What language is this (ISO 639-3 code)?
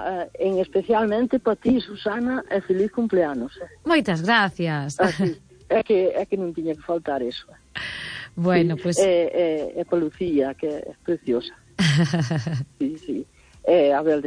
glg